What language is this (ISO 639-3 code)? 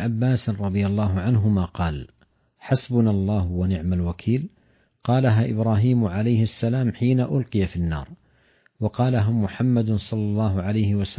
ara